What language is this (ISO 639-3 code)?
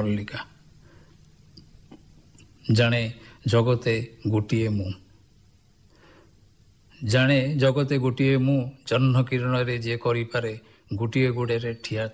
ori